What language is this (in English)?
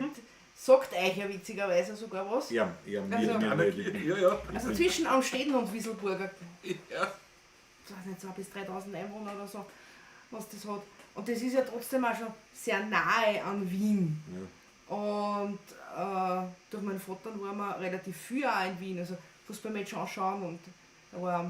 Bavarian